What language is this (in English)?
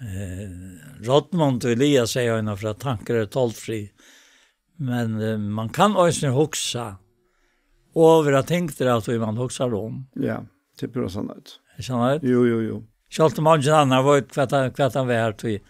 Faroese